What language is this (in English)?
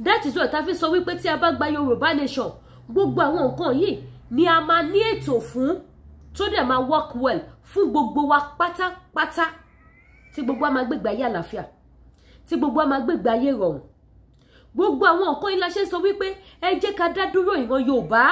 Yoruba